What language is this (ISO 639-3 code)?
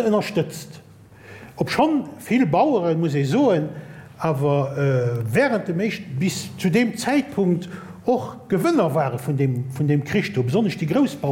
ltz